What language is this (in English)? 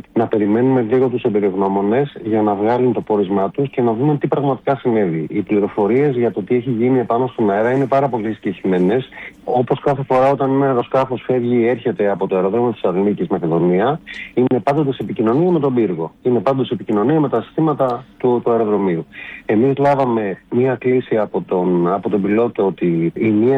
Greek